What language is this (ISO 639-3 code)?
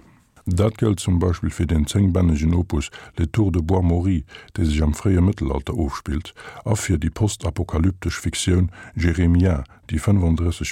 ltz